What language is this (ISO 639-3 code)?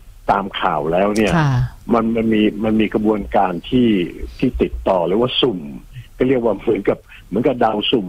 tha